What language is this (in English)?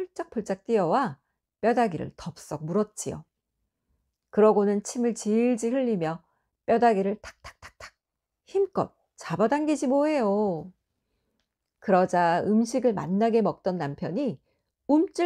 Korean